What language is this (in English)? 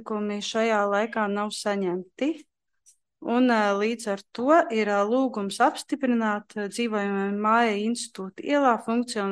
Latvian